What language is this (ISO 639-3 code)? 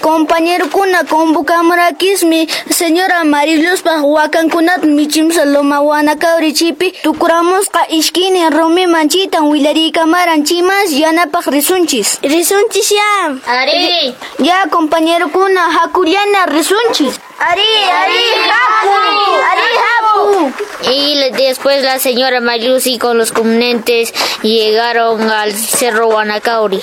que